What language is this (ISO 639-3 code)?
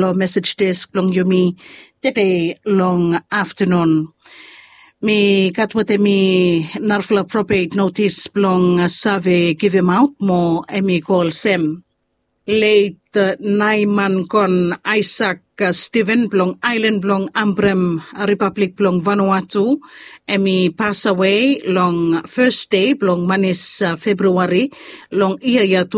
bis